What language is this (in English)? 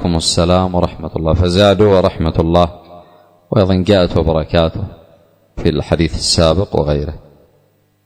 Arabic